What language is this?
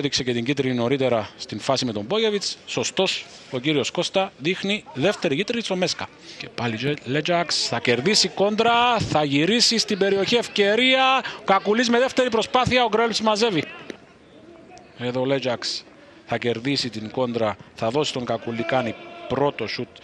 Greek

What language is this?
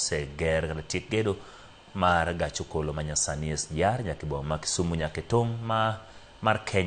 Luo (Kenya and Tanzania)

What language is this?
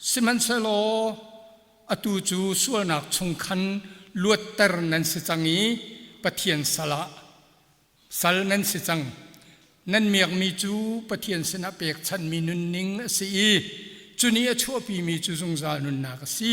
Hakha Chin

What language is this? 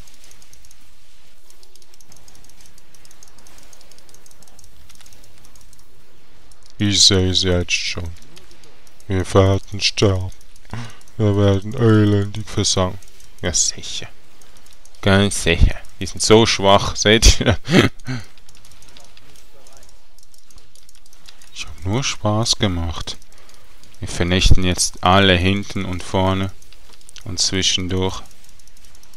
German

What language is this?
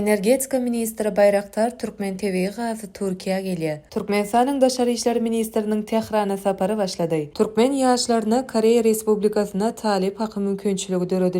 Turkmen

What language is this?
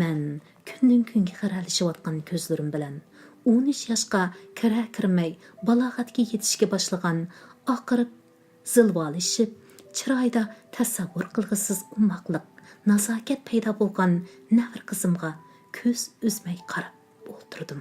Uyghur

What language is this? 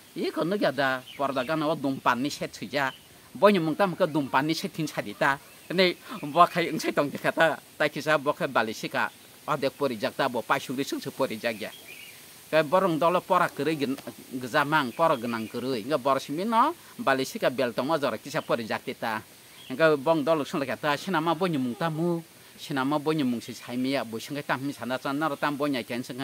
Kok Borok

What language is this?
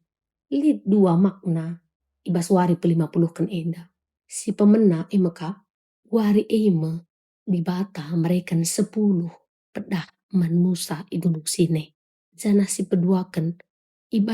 Batak Karo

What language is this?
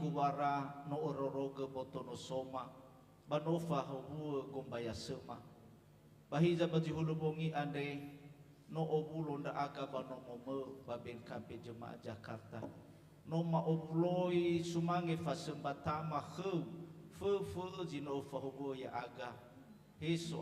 Nias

